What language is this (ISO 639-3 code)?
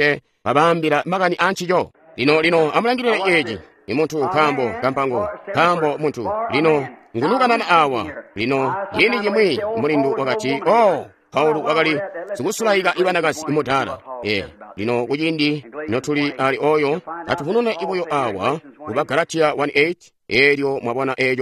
toi